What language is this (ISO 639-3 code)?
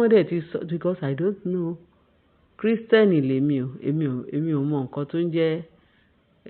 yor